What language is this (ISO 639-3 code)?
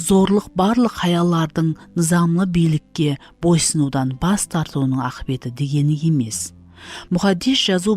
kaa